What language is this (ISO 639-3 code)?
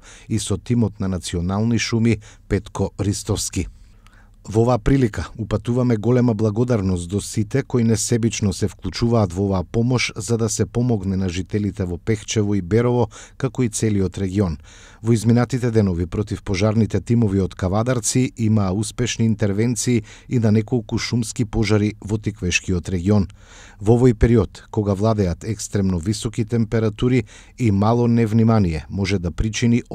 mkd